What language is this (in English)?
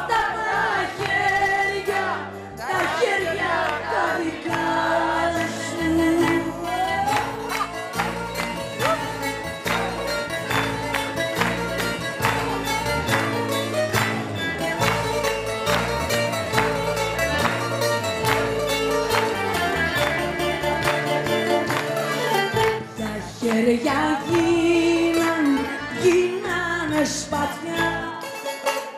Greek